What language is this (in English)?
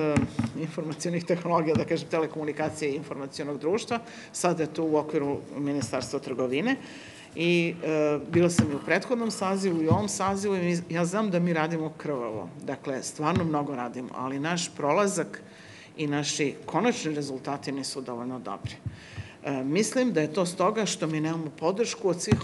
Serbian